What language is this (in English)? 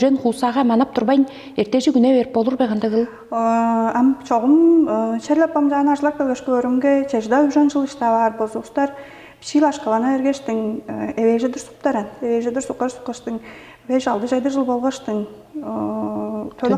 Tuvinian